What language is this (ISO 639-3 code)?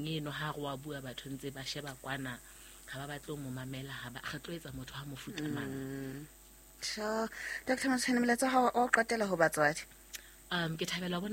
sot